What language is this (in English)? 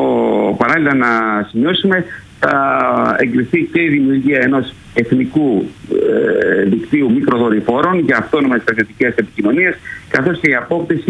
Greek